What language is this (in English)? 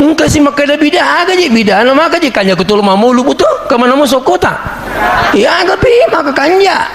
Buginese